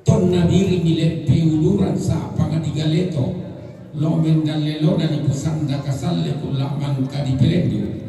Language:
Toraja-Sa'dan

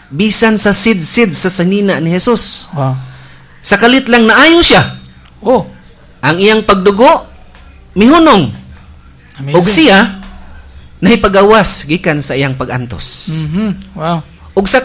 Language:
Cebuano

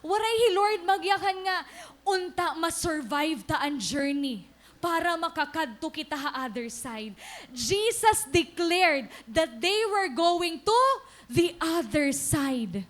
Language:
Waray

